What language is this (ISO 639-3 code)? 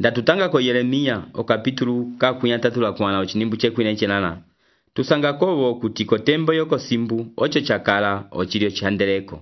umb